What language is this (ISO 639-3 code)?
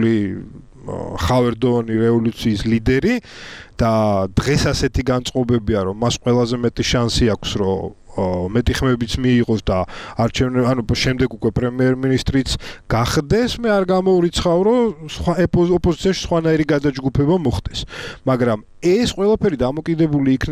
kat